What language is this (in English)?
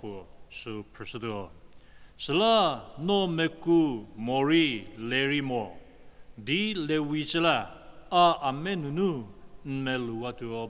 Angami Naga